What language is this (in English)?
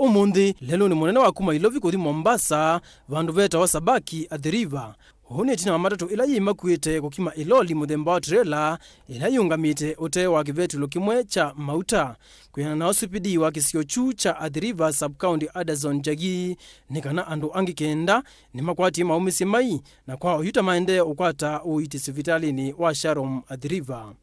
Kamba